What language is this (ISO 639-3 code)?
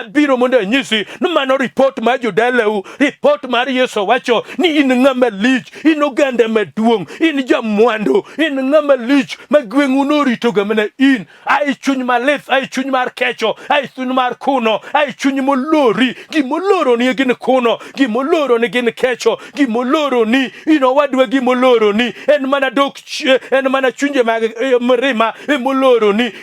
luo